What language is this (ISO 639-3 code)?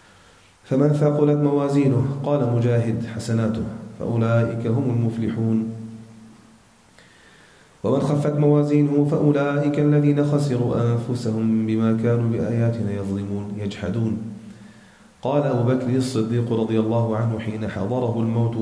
ara